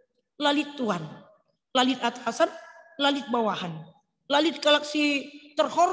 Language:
Batak Karo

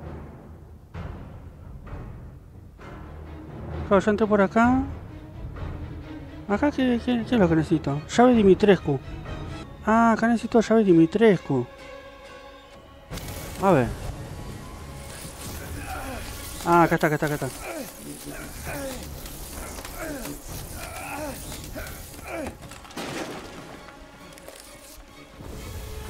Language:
Spanish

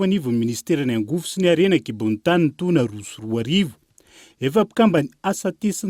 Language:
Malagasy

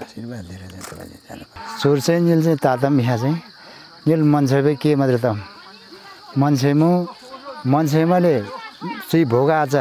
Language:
Nepali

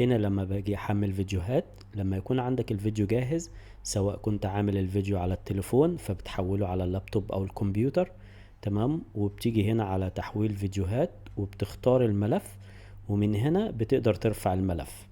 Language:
Egyptian Arabic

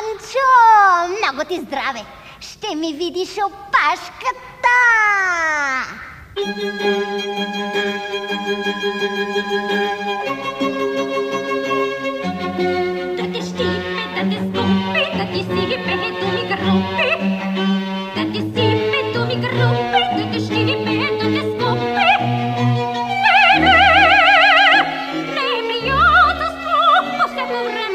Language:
Bulgarian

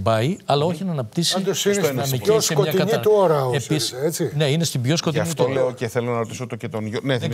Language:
Greek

